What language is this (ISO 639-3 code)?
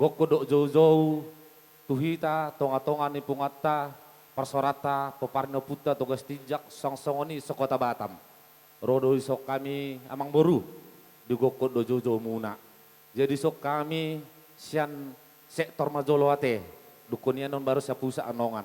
bbc